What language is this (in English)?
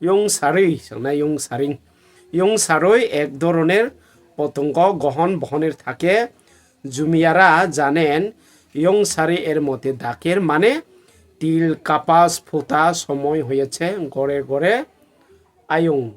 Riang (India)